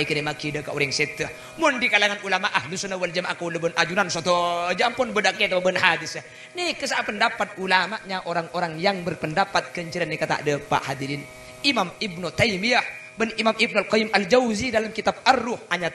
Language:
Madurese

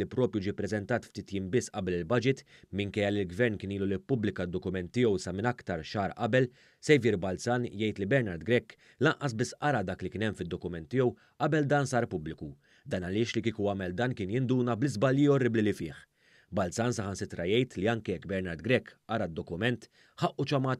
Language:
Maltese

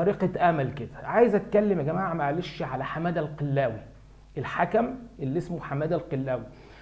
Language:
Egyptian Arabic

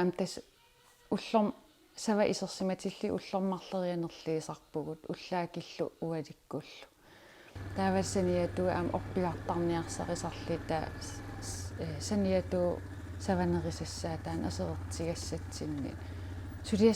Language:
Kalaallisut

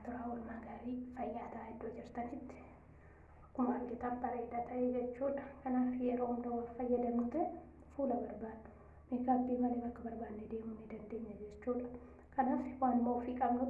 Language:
Oromo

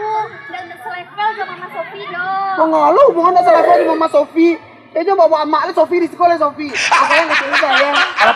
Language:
Minangkabau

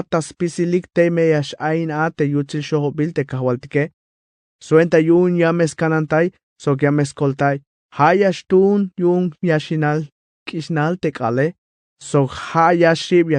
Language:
Tzeltal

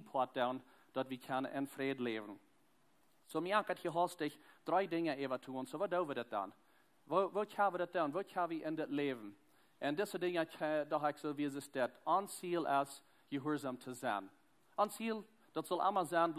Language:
Plautdietsch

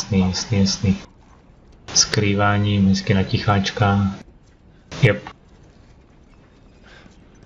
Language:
Czech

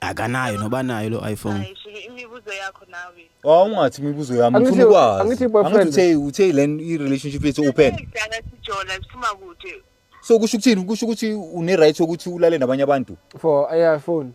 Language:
Zulu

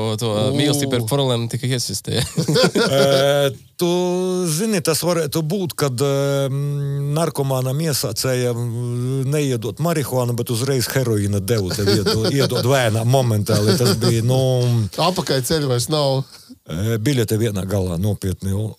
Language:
Latvian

